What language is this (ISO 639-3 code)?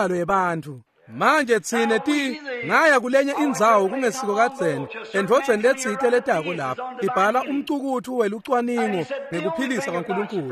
ssw